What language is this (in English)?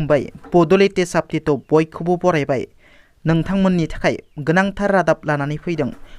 Bodo